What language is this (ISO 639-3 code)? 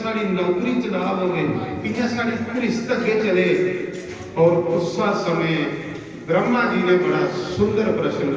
doi